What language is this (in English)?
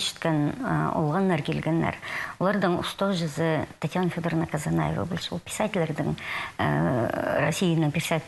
Khakas